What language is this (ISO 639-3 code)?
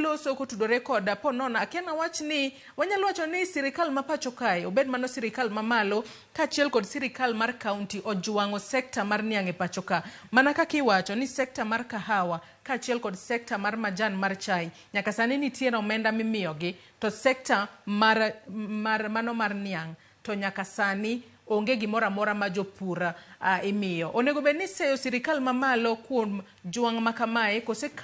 luo